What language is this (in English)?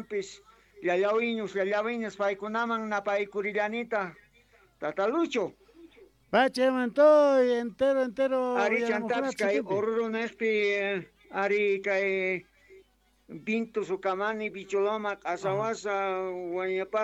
South Bolivian Quechua